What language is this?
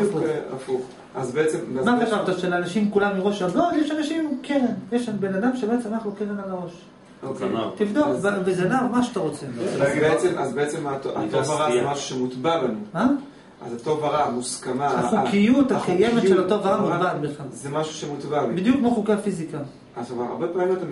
Hebrew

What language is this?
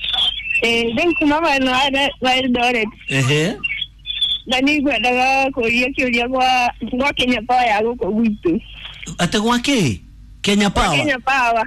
Kikuyu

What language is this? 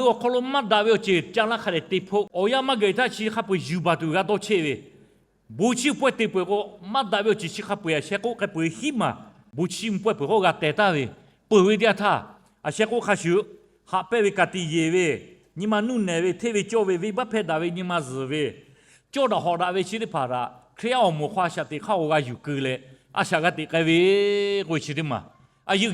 Lahu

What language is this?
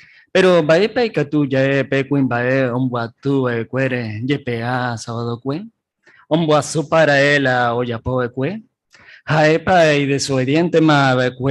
Guarani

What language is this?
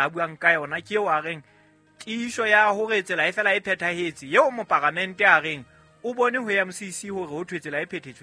Southern Sotho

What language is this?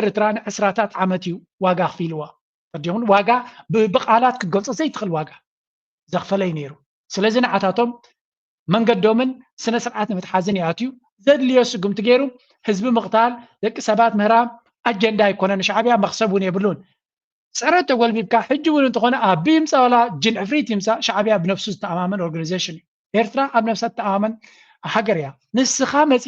Tigrinya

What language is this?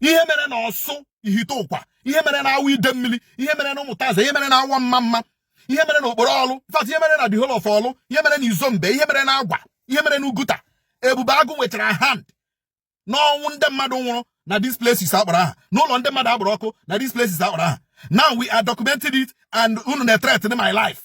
Igbo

